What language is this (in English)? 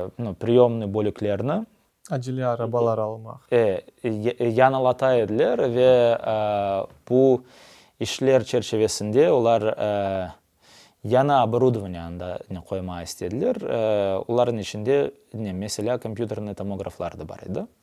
Crimean Tatar